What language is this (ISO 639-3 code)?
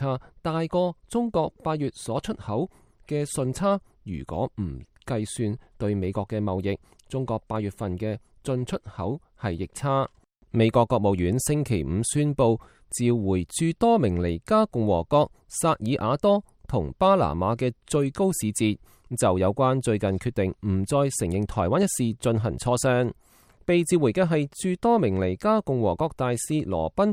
yue